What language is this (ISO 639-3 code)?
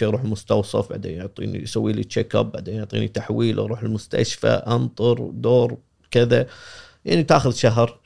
afb